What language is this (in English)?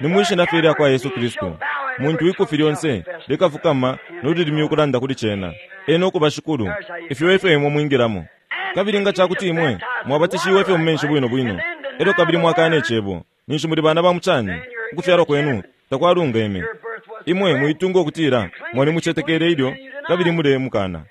Bemba